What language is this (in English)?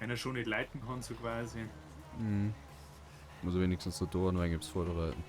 Bavarian